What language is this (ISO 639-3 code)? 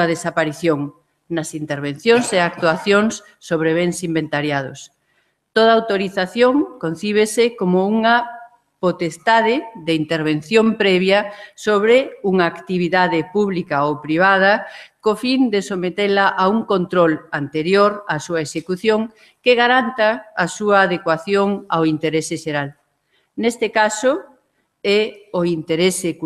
glg